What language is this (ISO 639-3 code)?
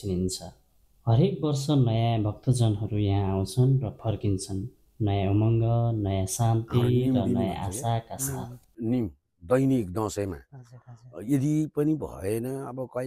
nep